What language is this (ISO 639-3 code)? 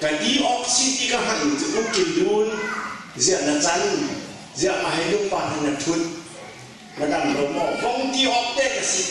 cnh